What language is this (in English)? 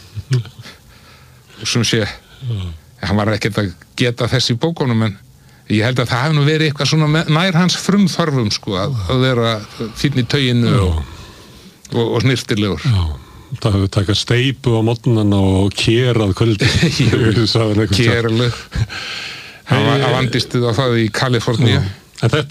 Icelandic